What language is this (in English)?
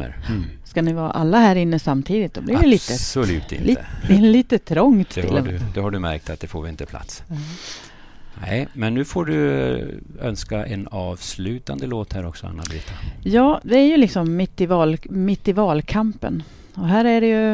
Swedish